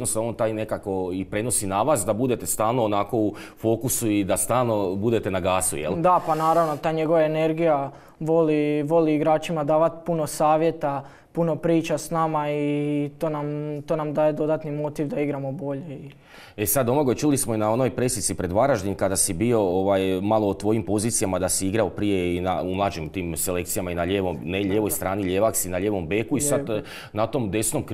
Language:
Croatian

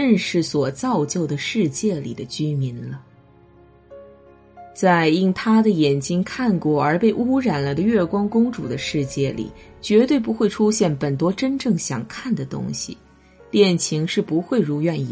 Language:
Chinese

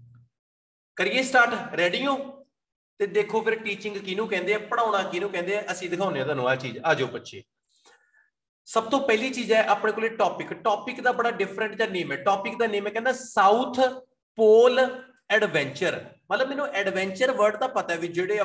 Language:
Punjabi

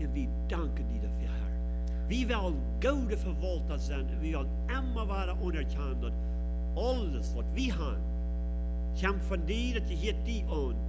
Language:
Plautdietsch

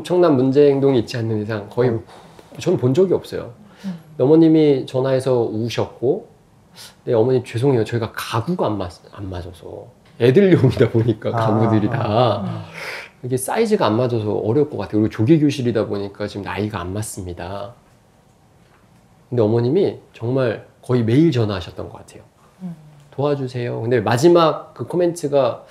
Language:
Korean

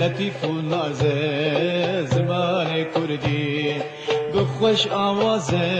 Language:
Kurdish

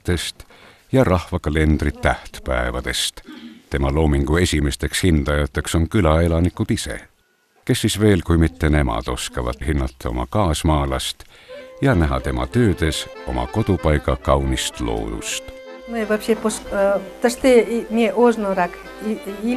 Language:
Estonian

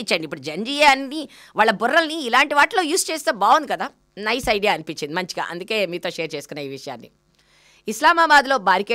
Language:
Telugu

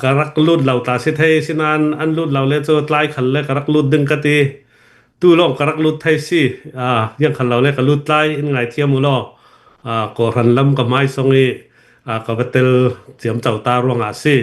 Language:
Hakha Chin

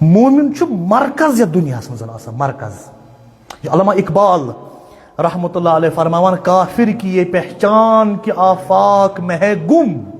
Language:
Kashmiri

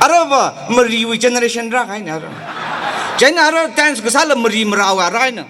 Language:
Tangkhul Naga (India)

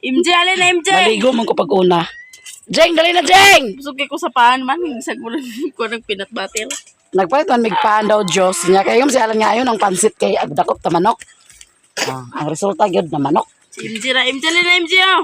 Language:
Cebuano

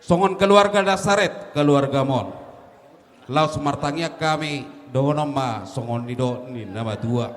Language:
Batak Toba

